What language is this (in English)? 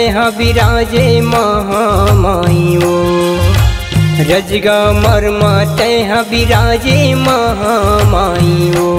Chhattisgarhi